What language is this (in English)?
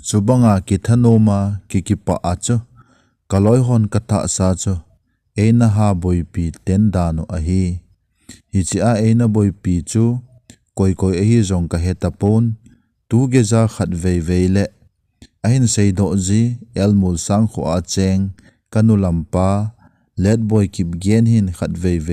Thado Chin